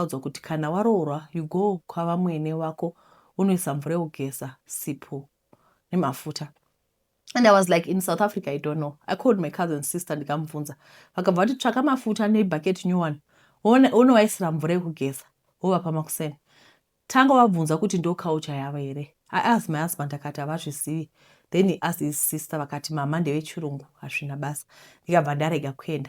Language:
Shona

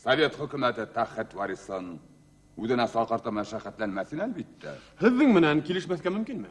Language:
Bashkir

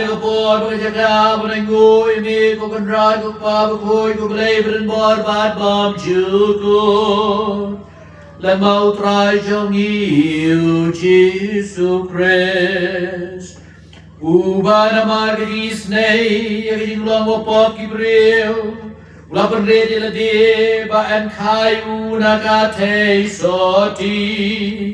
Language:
Khasi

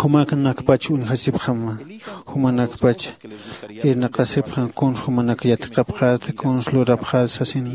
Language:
Aymara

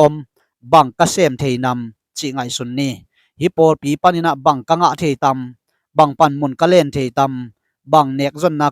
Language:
Tedim Chin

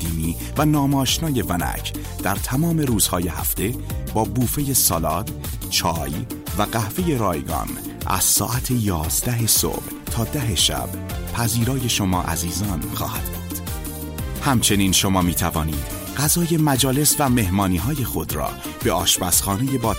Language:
Persian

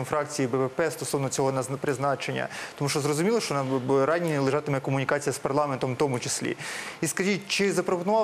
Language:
Ukrainian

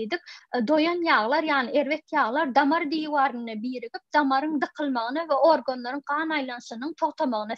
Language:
Turkmen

